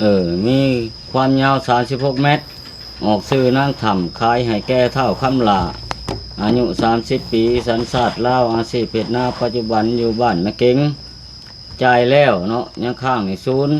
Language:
Lao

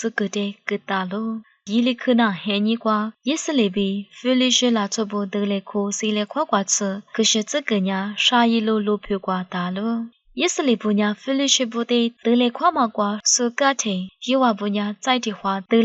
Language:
Lisu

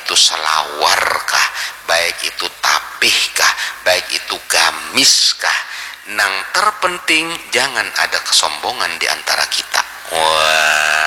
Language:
Banjar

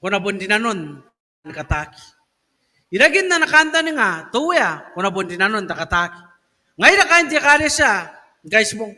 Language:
Gilbertese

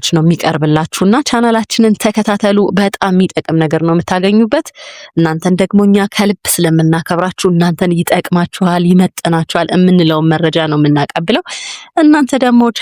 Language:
Amharic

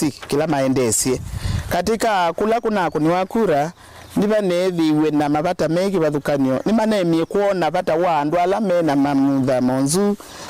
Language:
Kamba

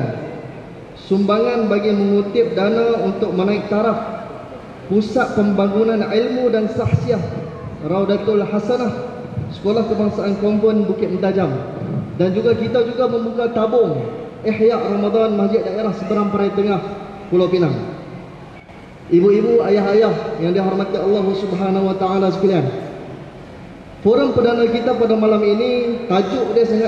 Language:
Malay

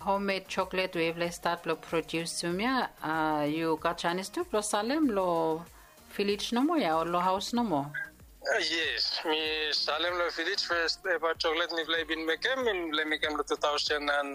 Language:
Bislama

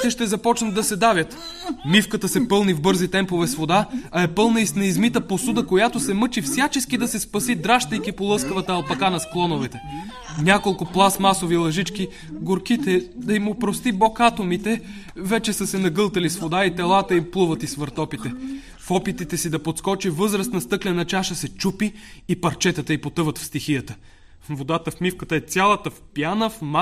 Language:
Bulgarian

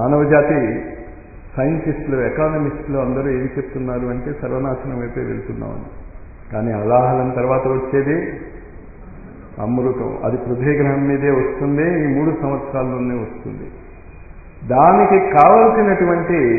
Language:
Telugu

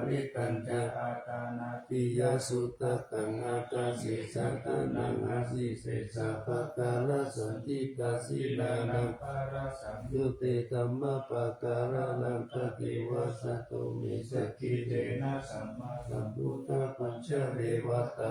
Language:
Pali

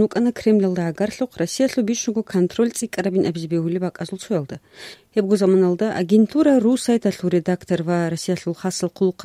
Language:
Avaric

